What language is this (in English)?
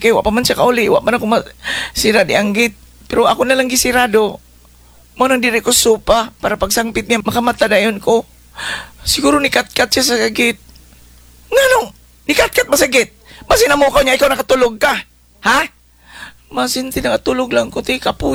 Cebuano